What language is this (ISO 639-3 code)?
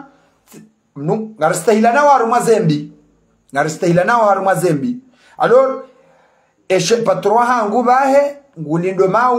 zdj